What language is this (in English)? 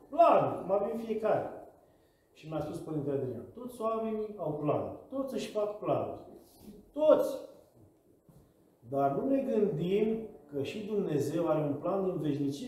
Romanian